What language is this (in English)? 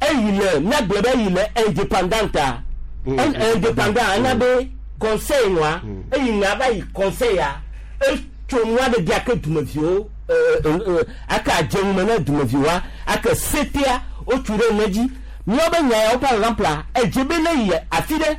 Gen